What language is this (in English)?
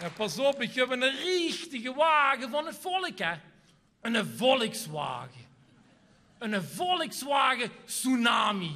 Limburgish